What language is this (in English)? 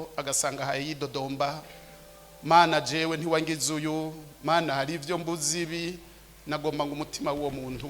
Rundi